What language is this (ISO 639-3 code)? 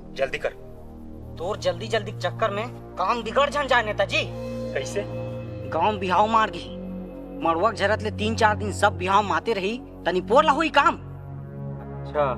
hne